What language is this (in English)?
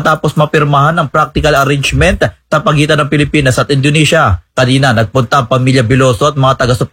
Filipino